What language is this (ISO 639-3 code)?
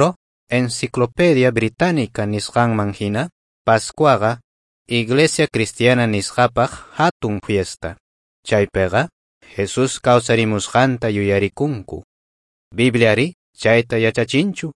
quh